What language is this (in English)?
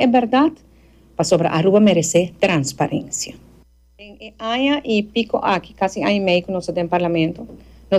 Papiamento